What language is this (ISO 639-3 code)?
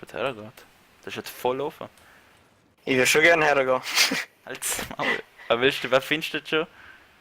gsw